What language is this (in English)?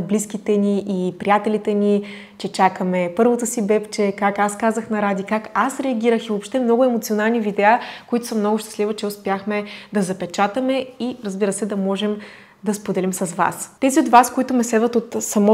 Bulgarian